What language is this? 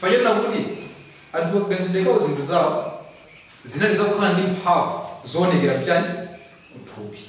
Nyanja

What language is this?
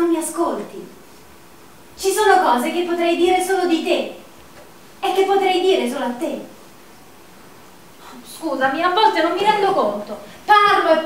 Italian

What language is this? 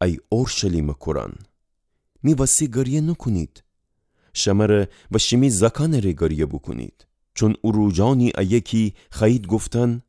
Gilaki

